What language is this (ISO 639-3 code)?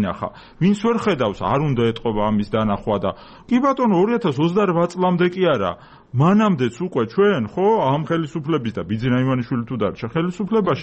kat